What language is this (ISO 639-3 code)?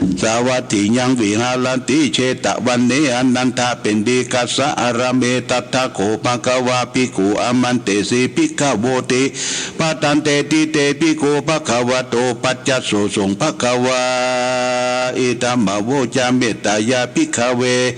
pli